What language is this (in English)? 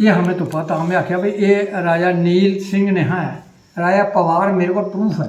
Dogri